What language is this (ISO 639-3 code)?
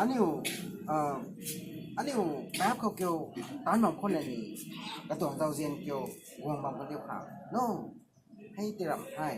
nbu